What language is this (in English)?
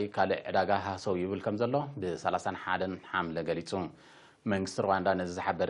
Tigrinya